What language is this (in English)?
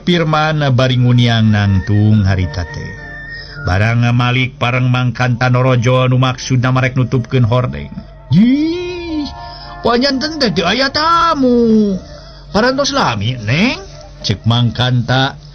Sundanese